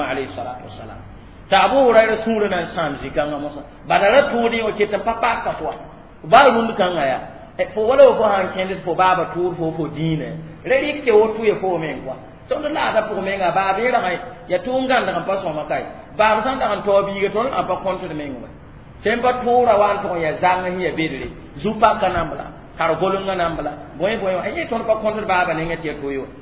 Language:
Mossi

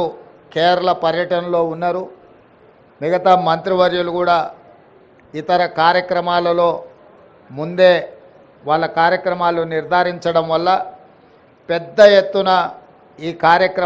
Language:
Telugu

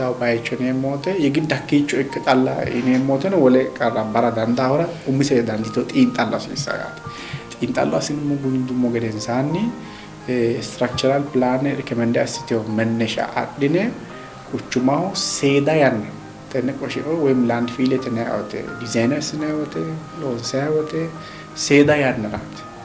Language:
Sidamo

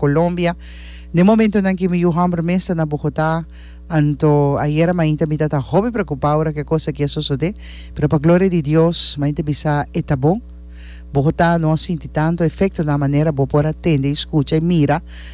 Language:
Papiamento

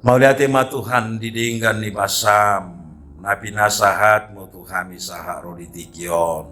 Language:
Batak Toba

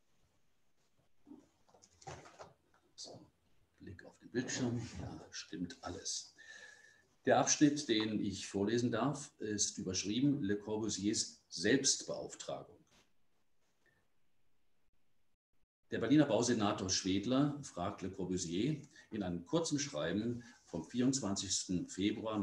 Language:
German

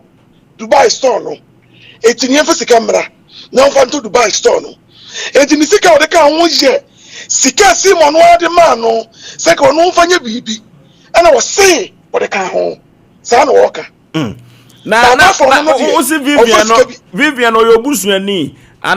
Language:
Akan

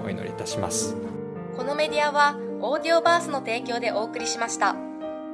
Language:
Japanese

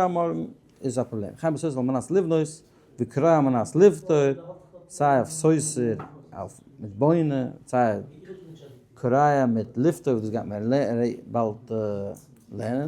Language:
Yiddish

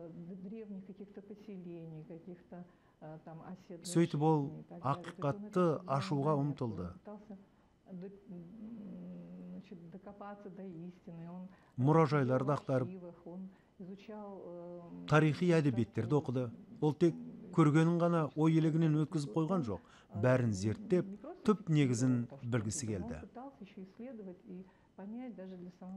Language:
Kazakh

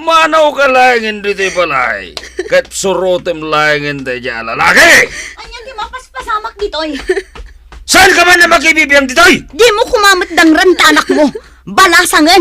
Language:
Iloko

